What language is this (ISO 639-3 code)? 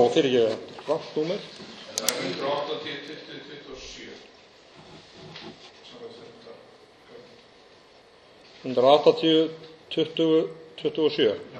isl